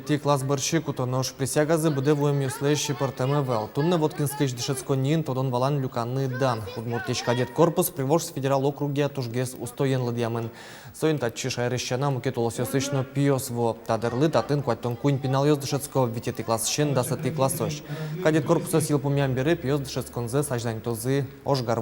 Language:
Udmurt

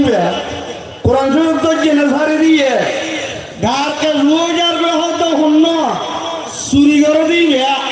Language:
Rohingya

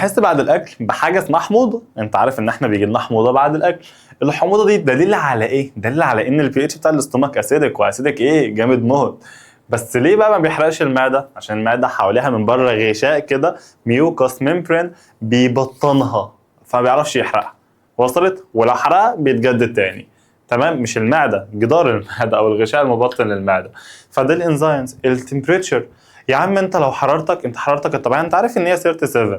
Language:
Egyptian Arabic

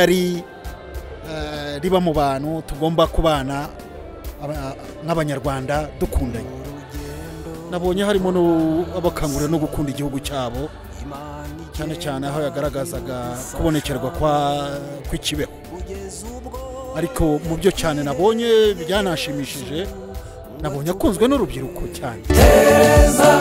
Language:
Kinyarwanda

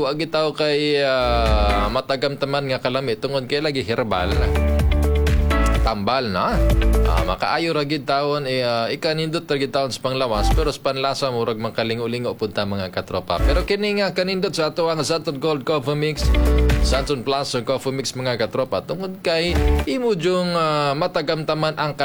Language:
Cebuano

